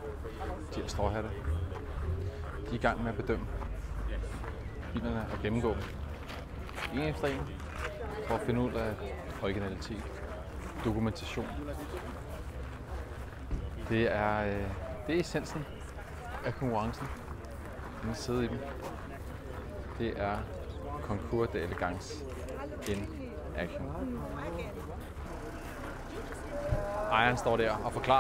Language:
Danish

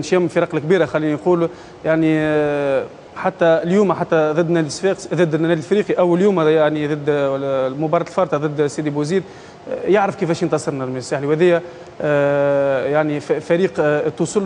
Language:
Tunisian Arabic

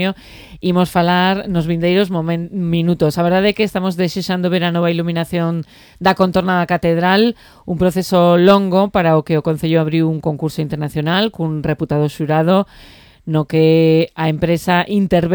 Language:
Galician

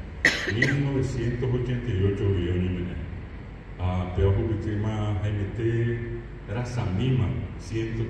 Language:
Guarani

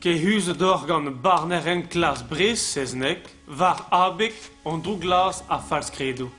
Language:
Breton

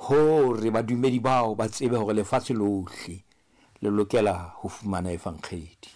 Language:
Southern Sotho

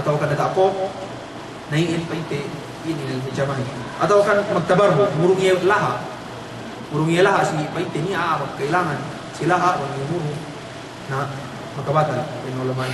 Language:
Yakan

